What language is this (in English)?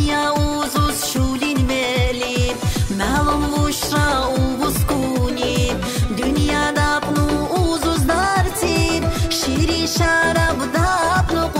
Tabassaran